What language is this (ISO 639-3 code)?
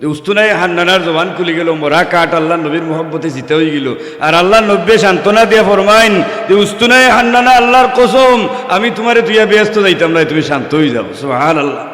syl